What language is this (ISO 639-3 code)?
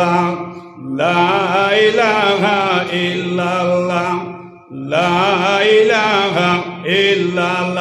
syl